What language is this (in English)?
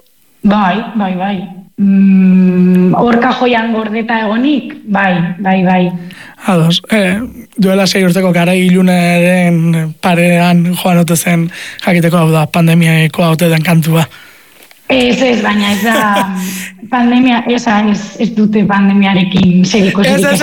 Basque